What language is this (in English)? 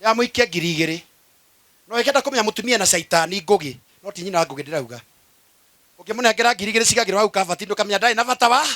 Kikuyu